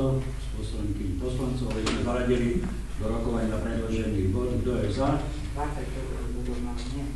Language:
Slovak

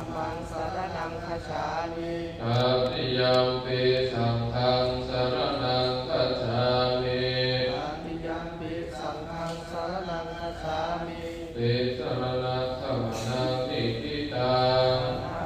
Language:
Pali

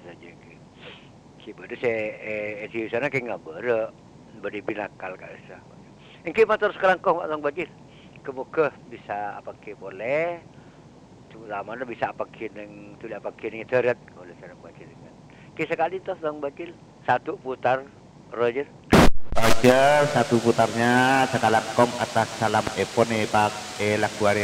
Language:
Madurese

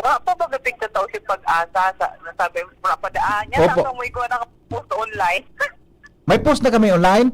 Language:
Bikol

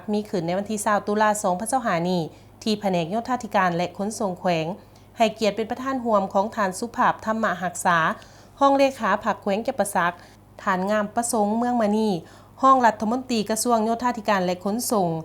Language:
Lao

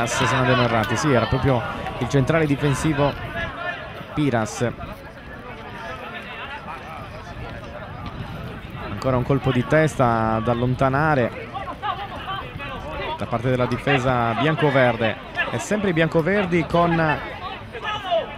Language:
Italian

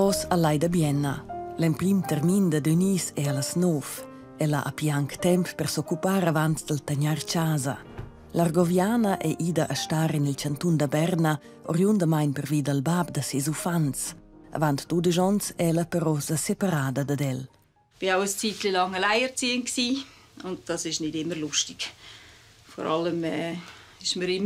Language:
Romansh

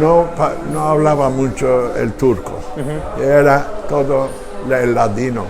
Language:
Ladino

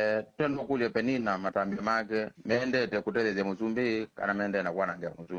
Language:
Kamba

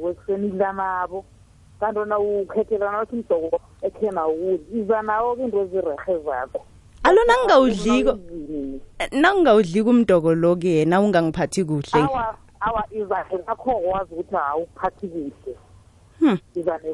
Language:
South Ndebele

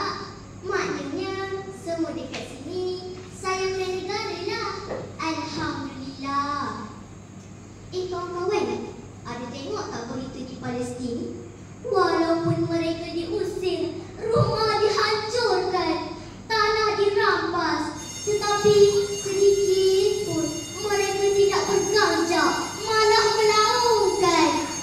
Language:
Malay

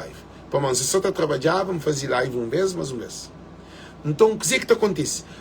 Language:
Kabuverdianu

